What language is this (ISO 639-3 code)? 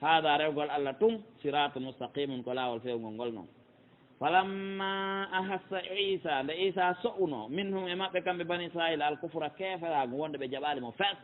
fuf